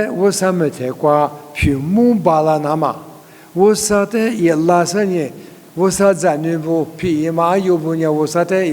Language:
Lisu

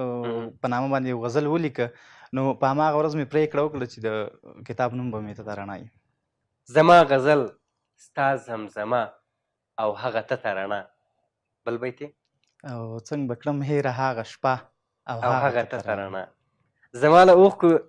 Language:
Pashto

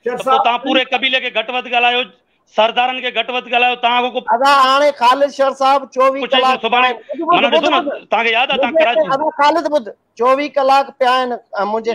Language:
Sindhi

